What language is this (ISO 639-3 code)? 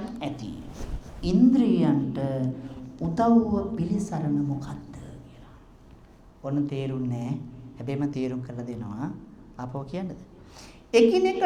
sin